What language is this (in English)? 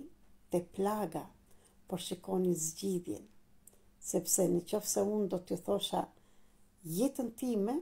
Albanian